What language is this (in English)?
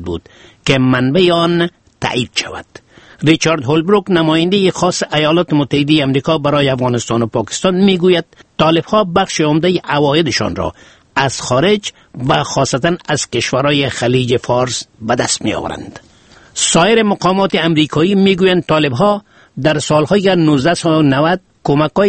Persian